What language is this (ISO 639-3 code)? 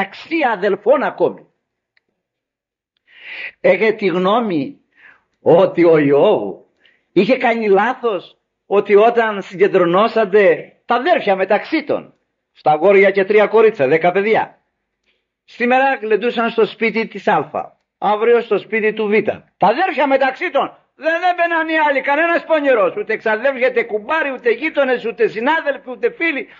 ell